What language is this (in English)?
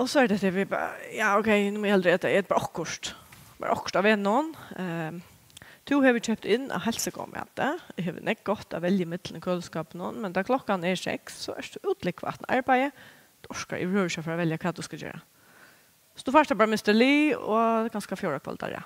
Faroese